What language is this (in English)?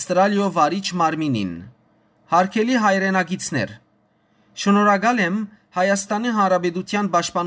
Western Armenian